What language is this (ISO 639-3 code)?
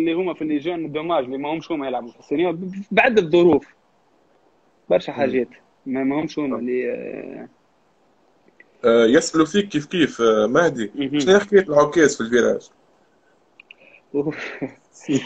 aeb